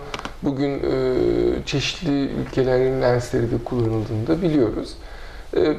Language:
Turkish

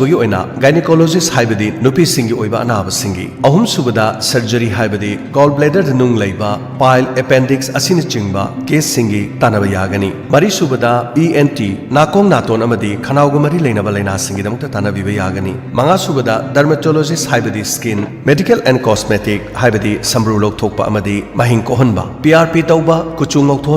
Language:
Manipuri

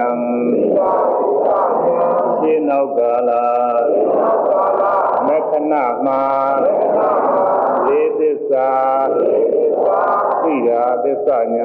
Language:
Burmese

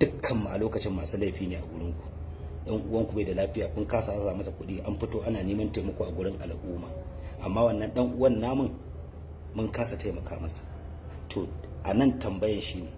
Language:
Hausa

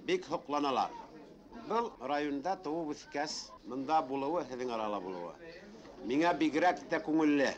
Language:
Bashkir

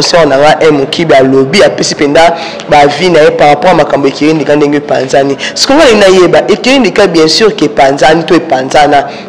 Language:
Lingala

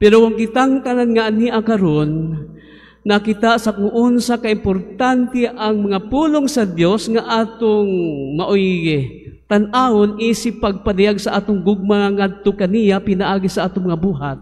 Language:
Cebuano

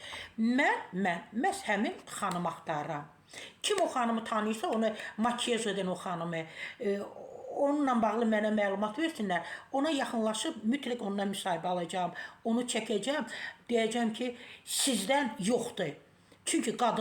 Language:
Azerbaijani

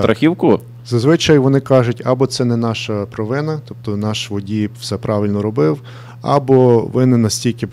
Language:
Ukrainian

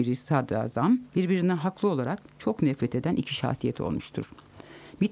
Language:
Turkish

